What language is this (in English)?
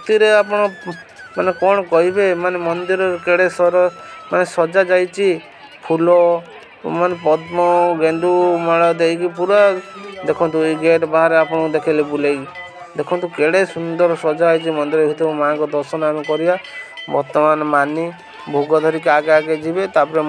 Odia